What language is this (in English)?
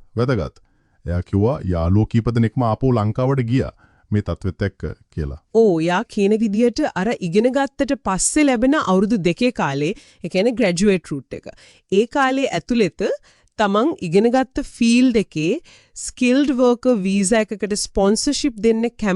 Sinhala